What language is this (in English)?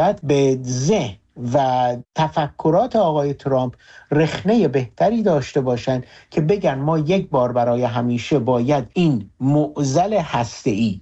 Persian